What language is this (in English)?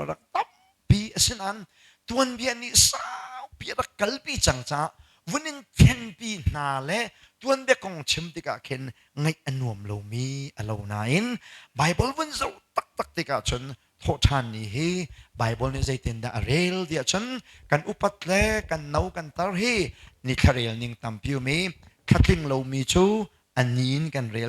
Hakha Chin